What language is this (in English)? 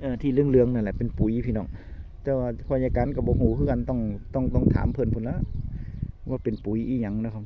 Northeastern Thai